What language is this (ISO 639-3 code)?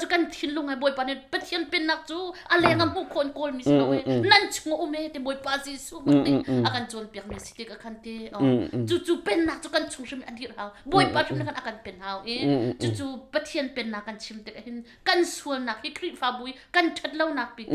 cnh